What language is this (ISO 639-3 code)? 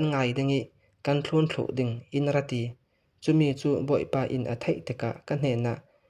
cfm